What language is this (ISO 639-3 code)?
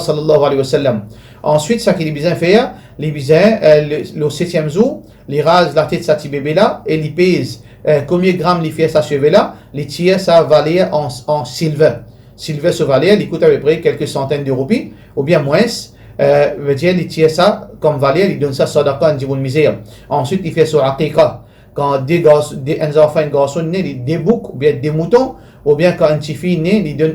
mfe